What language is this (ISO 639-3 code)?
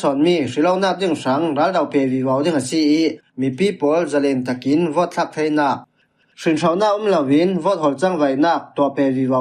cfm